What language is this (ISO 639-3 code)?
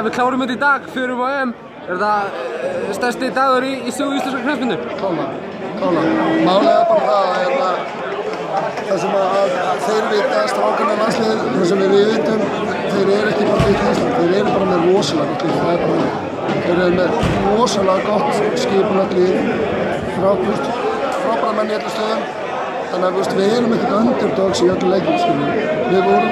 isl